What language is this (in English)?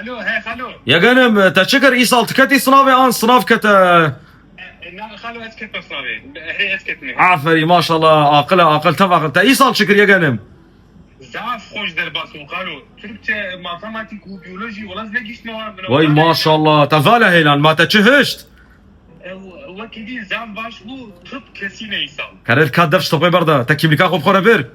Kurdish